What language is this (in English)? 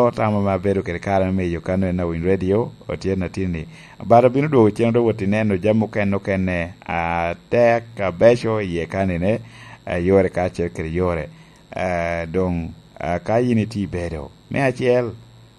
Lango (Uganda)